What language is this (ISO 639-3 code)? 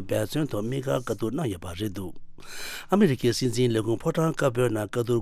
bod